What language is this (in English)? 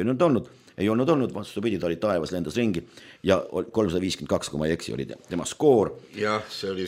Estonian